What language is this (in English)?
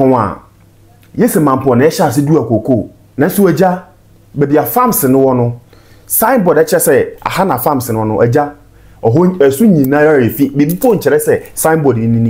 Akan